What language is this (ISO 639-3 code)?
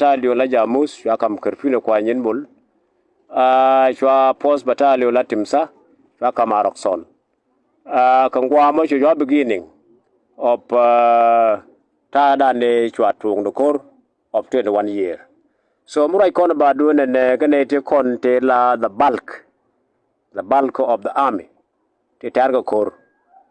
nus